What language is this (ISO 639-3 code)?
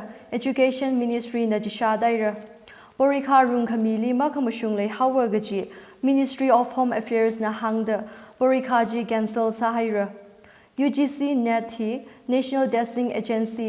nmf